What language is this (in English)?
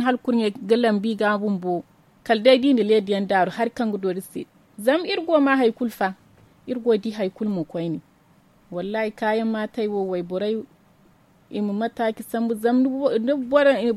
Zarma